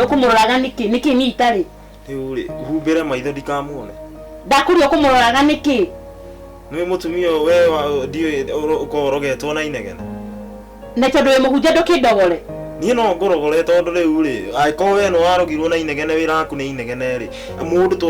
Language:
Kikuyu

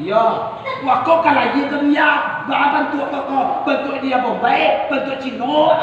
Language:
Minangkabau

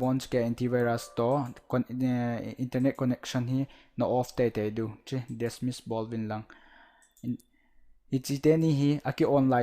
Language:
Thado Chin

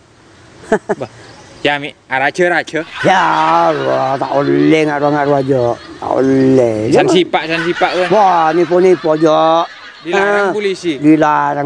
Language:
Madurese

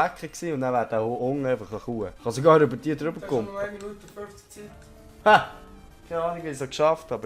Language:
Swiss German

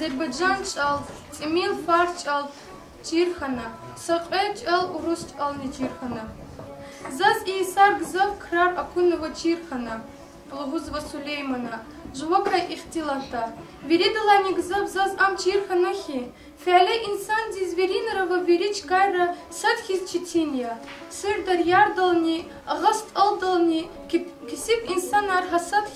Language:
Lezghian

